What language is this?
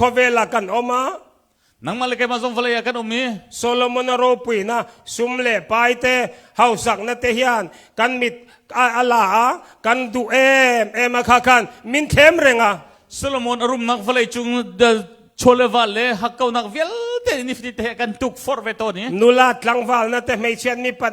Hakha Chin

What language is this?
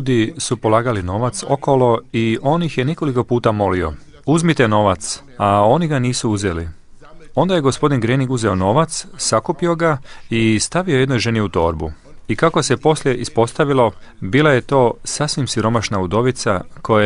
Croatian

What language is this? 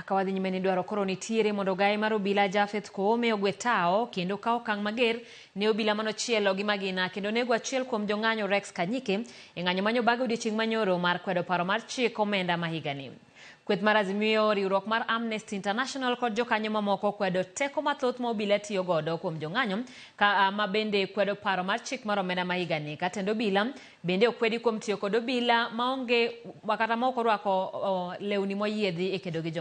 Luo (Kenya and Tanzania)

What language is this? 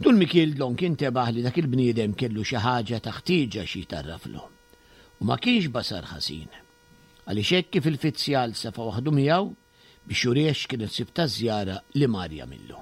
Maltese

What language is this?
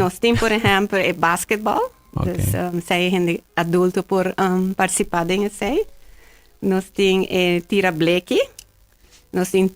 Papiamento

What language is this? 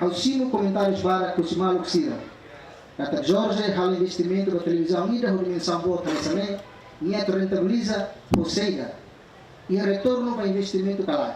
Tetum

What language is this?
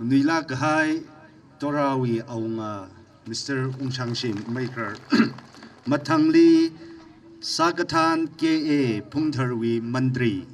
Tangkhul Naga (India)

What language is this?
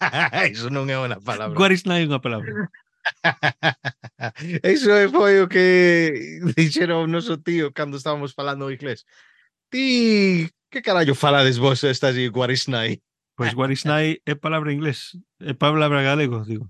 Galician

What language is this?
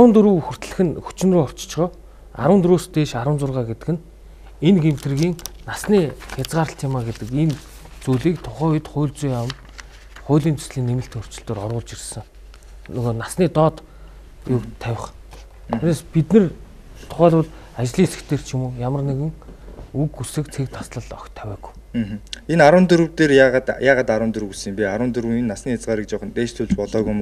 Mongolian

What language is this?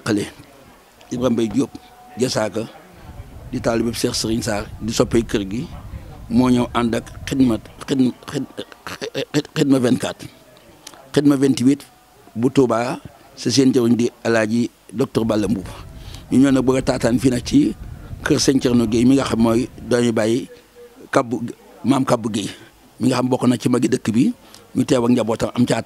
Wolof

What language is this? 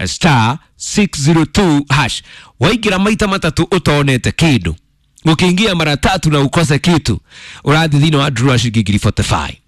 Kikuyu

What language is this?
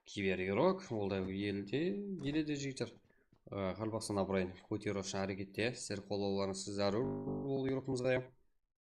Kara-Kalpak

